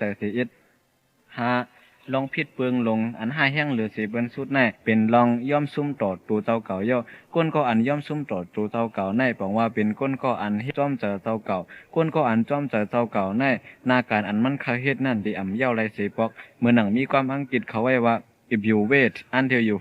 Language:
Shan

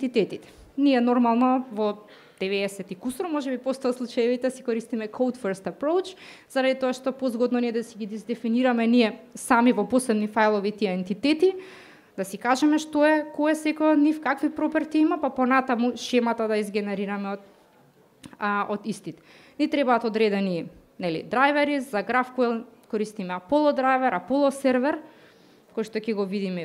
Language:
Macedonian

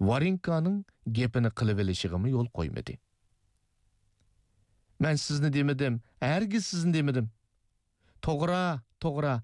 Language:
Uyghur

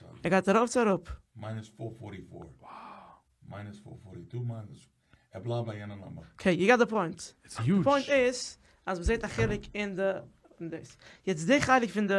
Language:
Yiddish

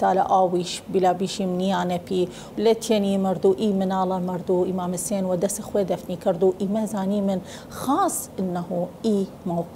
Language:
Southern Kurdish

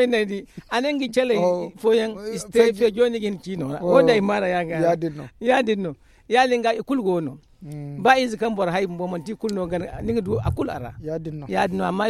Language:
Zarma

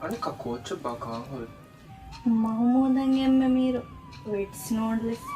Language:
Divehi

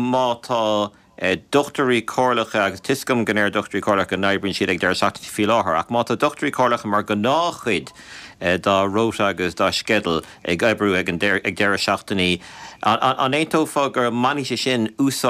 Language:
Irish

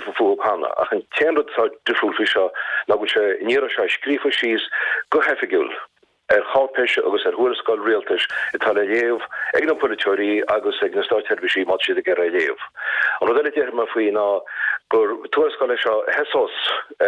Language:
Irish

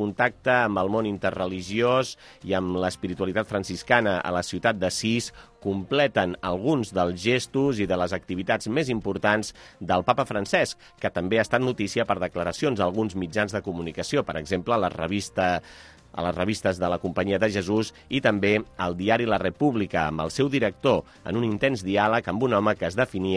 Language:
Catalan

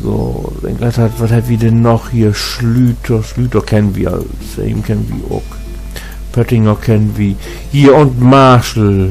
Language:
Low German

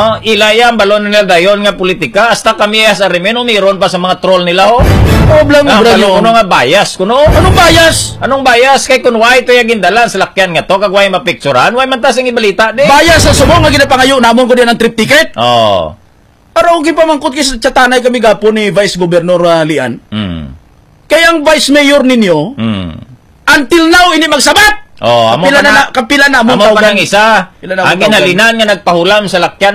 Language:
Hiligaynon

